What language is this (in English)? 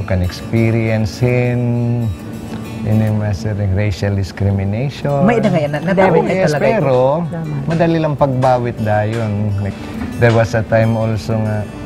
Waray